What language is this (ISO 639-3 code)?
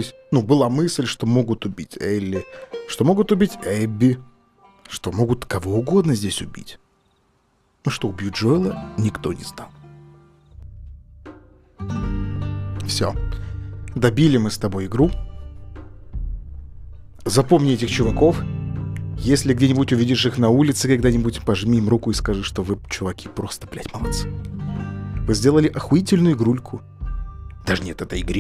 rus